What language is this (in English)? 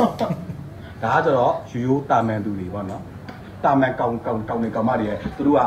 Burmese